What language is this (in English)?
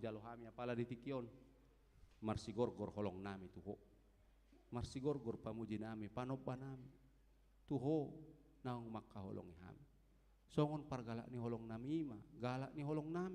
Batak Toba